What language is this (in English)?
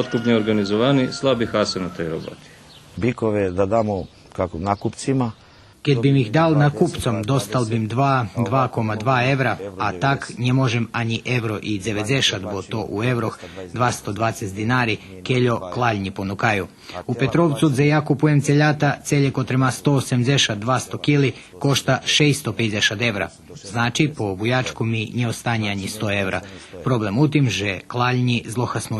Rusyn